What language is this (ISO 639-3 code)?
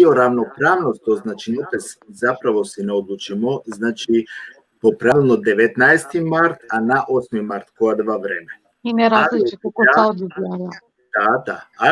rmn